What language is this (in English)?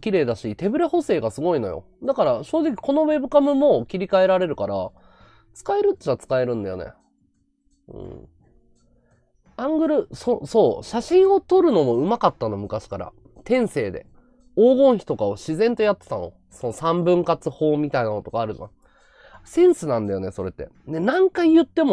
Japanese